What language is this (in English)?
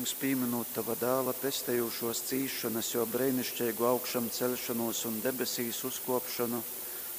Latgalian